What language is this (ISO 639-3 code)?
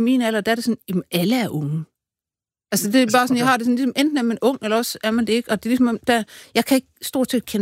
dan